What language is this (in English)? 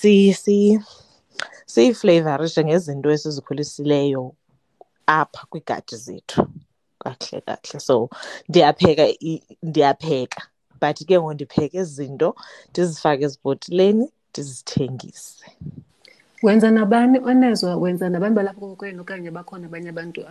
Xhosa